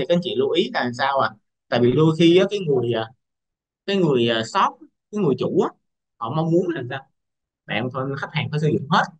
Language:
Vietnamese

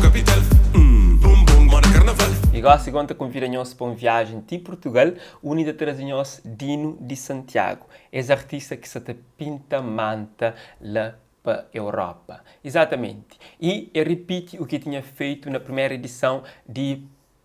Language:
Kabuverdianu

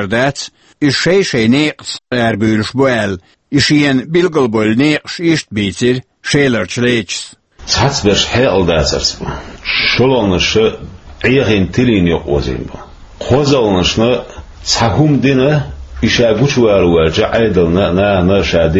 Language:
Chechen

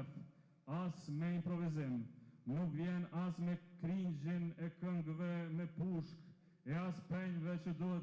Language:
Albanian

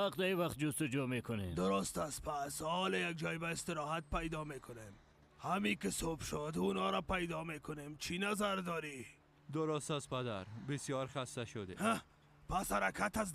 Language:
Persian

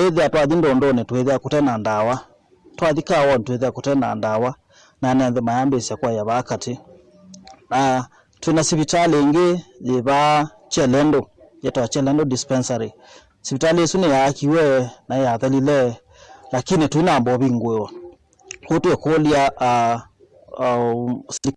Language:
Kamba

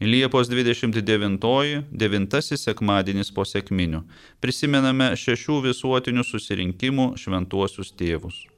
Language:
Lithuanian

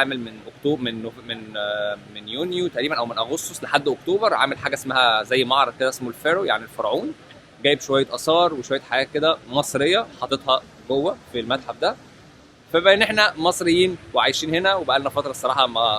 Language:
Egyptian Arabic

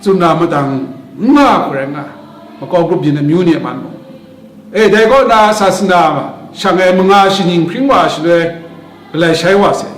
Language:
Kachin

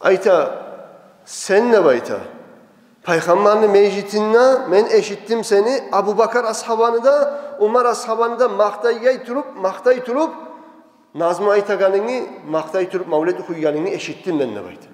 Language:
Kumyk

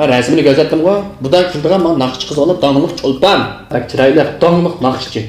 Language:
Uyghur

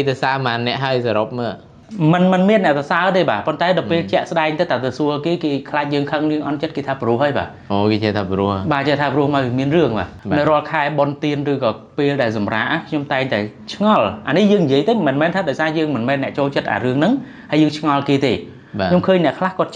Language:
Khmer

